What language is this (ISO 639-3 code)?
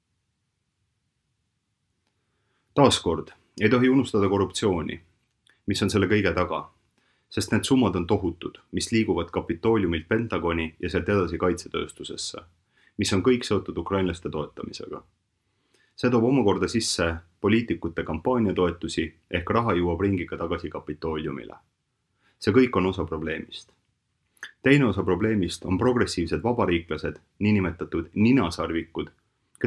est